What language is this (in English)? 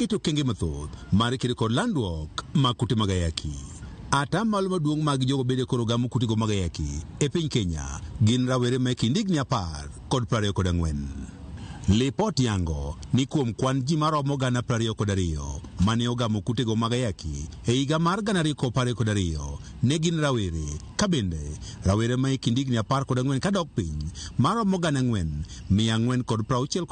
Luo (Kenya and Tanzania)